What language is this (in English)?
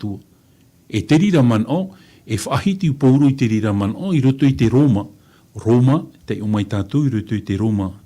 Tahitian